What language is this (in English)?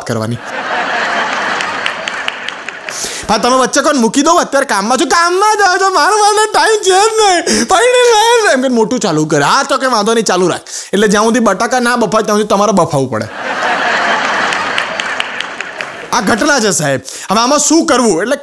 Gujarati